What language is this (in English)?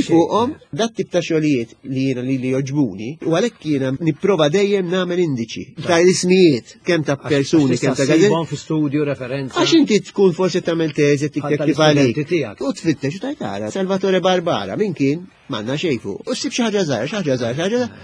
Maltese